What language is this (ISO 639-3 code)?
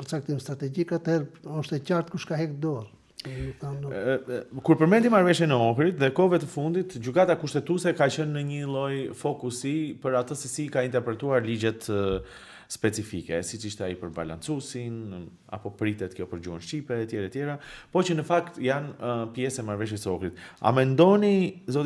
sqi